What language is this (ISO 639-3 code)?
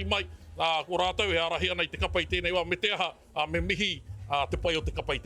mri